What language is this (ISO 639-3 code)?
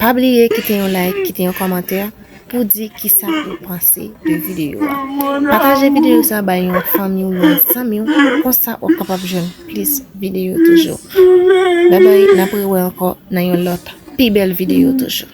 hat